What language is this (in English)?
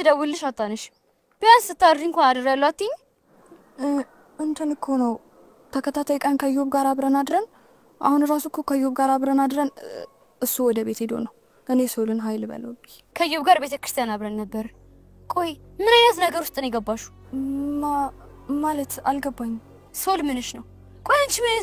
Amharic